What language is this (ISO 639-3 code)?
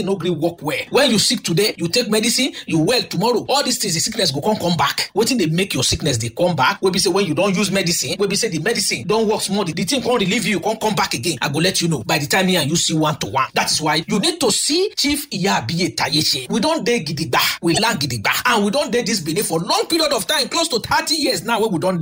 pcm